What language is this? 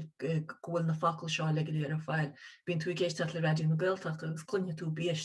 Irish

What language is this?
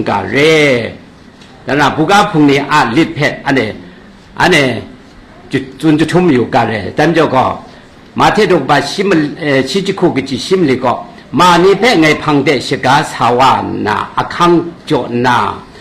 Kachin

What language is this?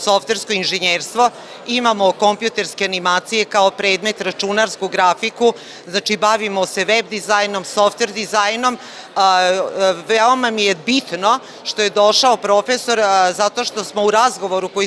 Serbian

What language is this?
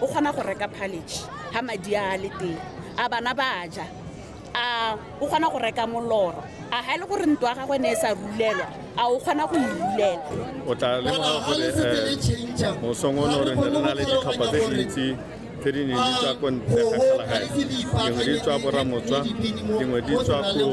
Tswana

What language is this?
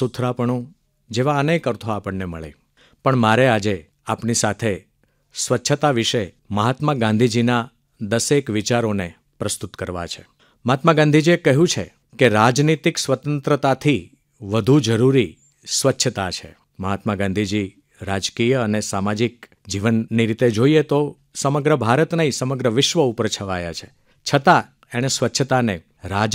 Gujarati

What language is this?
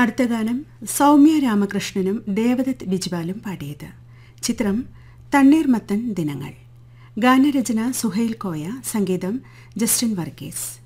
Malayalam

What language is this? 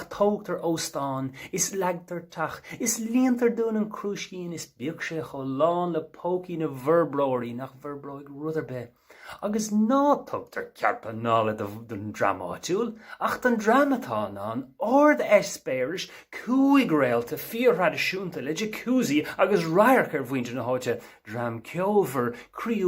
Irish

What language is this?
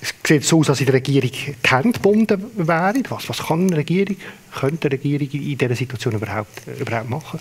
Swiss German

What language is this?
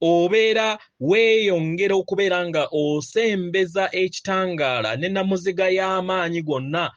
Ganda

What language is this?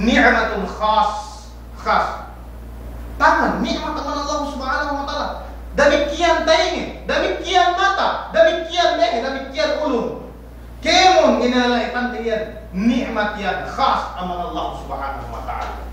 Yakan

